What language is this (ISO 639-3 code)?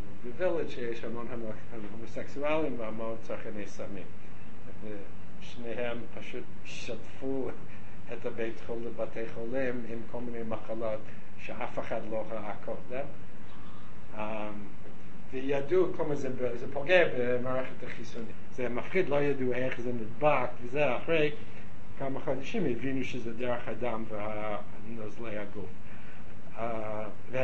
heb